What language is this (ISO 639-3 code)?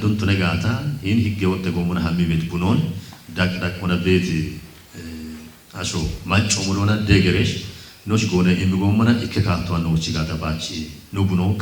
kbr